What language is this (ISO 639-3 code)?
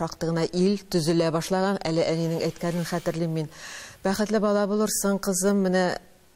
tat